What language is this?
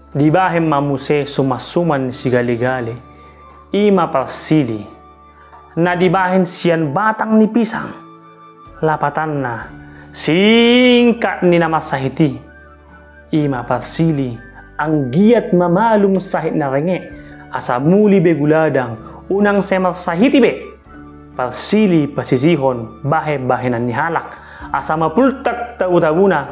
Batak Toba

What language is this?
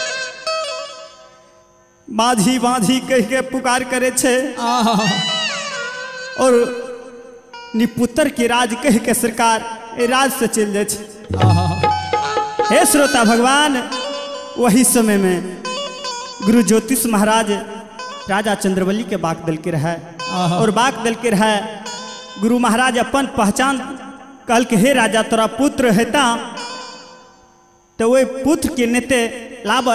Bhojpuri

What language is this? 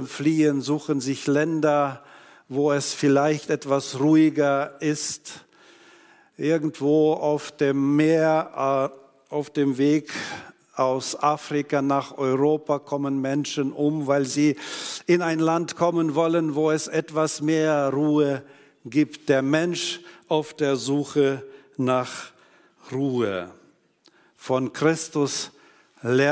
German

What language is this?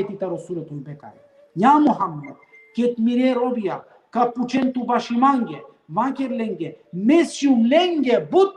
Balkan Romani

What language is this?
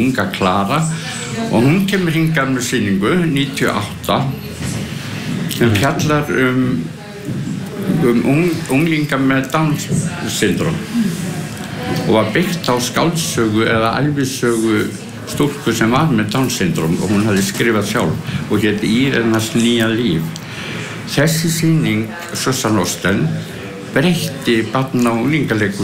Icelandic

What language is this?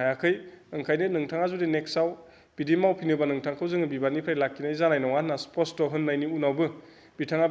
Bodo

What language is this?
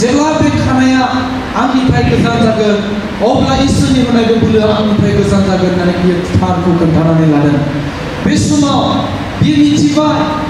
Bodo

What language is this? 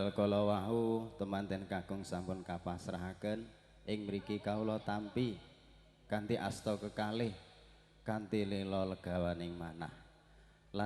Javanese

